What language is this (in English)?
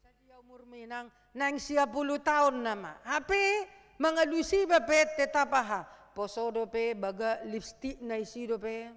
Batak Toba